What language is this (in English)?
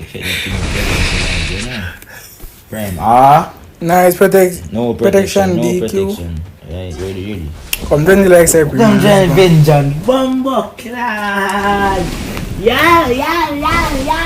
Jamaican Creole English